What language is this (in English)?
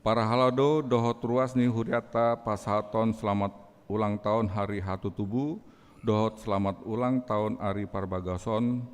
Batak Toba